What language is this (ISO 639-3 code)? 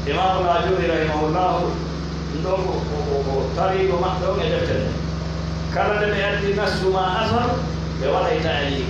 fuf